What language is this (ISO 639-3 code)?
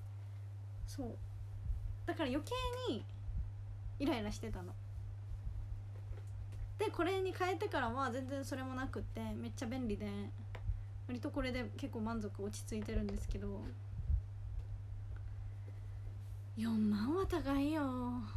jpn